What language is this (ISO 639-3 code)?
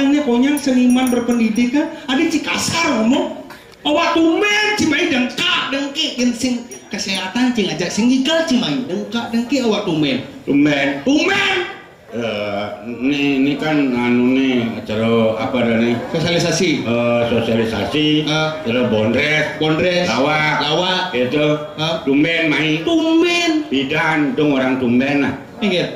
ban